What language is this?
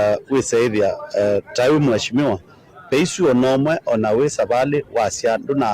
Kamba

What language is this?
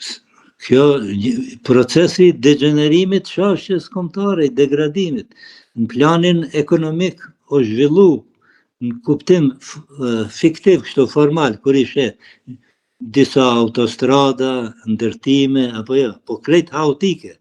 Albanian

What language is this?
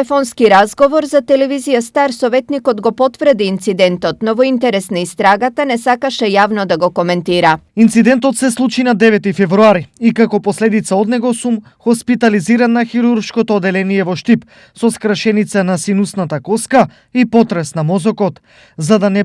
Macedonian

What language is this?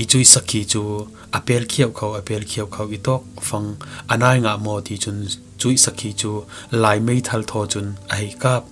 Falam Chin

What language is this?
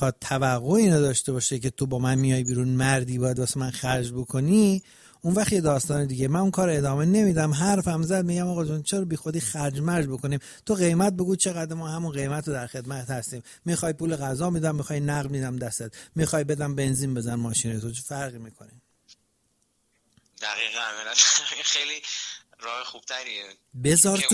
Persian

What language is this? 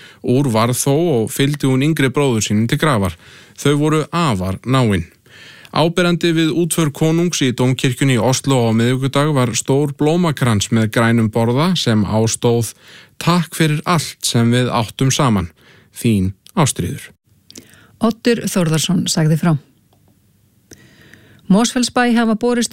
Icelandic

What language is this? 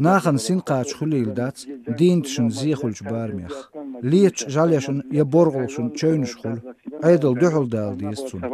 Chechen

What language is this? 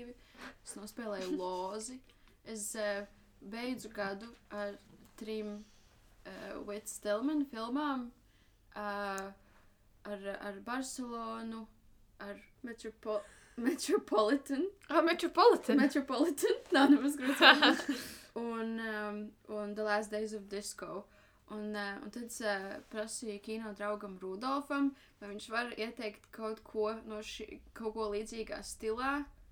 Latvian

